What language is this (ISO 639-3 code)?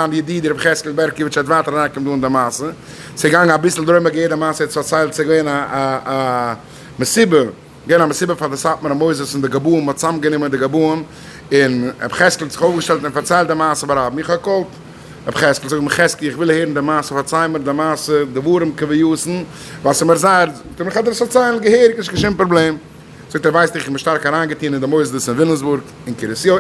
yid